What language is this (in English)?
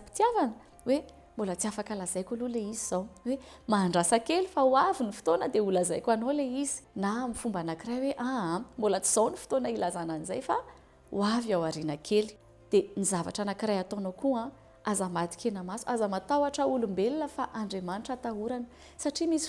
Malagasy